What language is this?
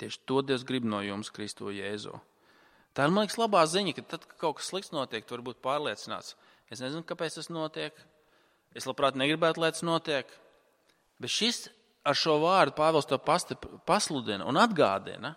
Latvian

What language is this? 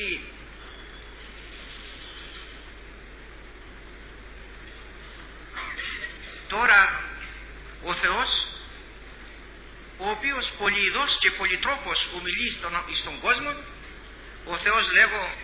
Greek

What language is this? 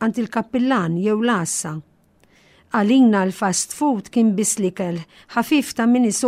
Maltese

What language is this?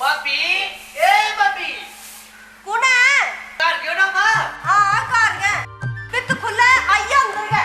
Dogri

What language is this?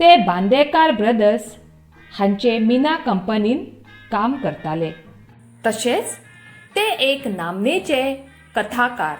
Konkani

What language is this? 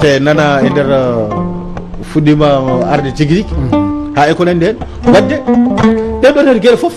Fula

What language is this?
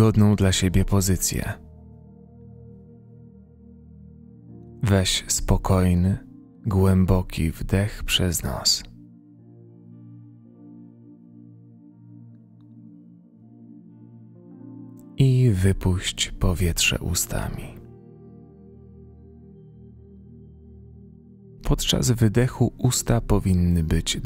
Polish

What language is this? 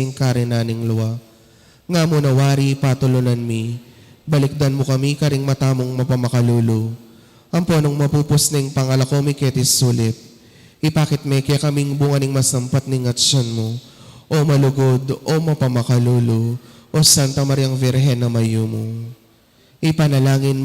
Pampanga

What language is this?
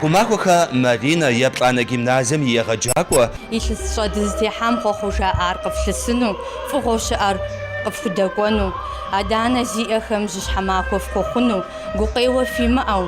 Kabardian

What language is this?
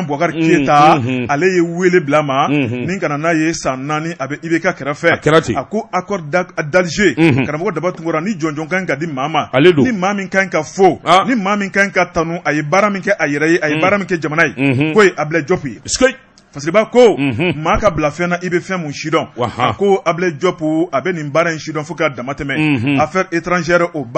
Bambara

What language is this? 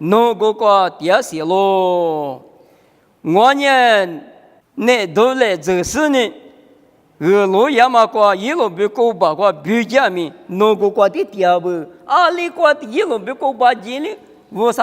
Lisu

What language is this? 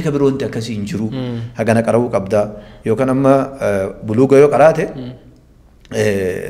Oromo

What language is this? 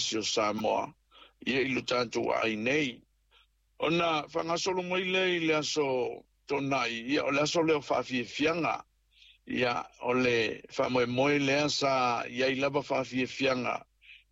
Samoan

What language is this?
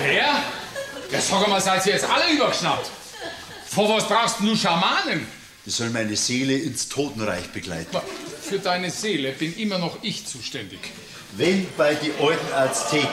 Bavarian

